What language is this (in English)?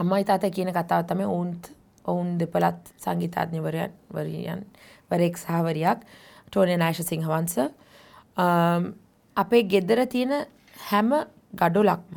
Sinhala